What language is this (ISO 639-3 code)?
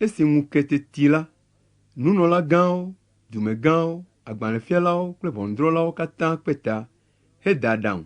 ewe